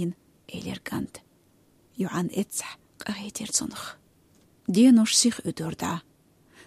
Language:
Chechen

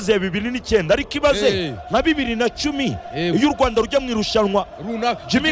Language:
Kinyarwanda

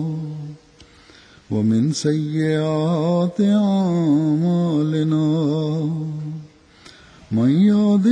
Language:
Bangla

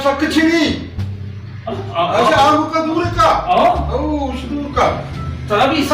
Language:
Baluchi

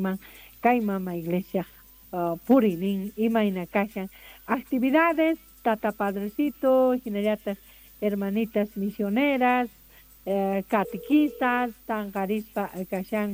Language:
South Bolivian Quechua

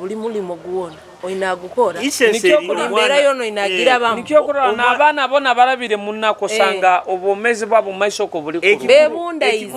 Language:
Nyoro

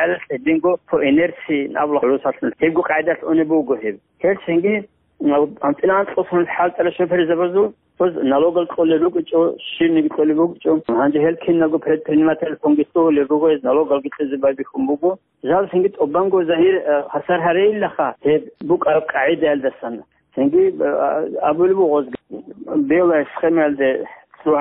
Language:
Avaric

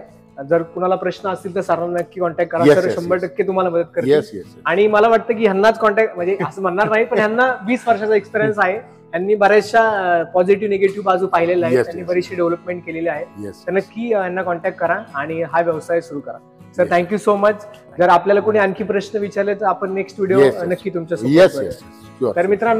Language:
Marathi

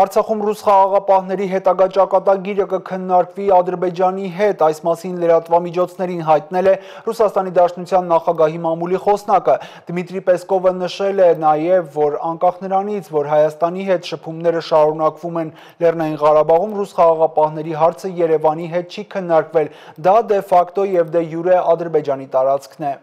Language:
Armenian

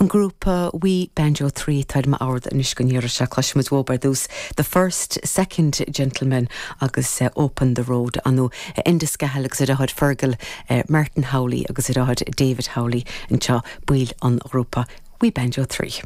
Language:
Irish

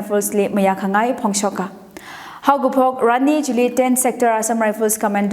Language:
Tangkhul Naga (India)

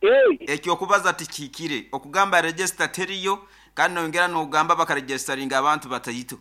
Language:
Nyoro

